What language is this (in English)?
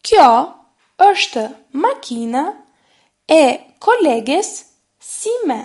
Albanian